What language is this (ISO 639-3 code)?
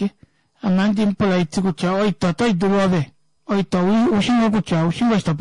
kua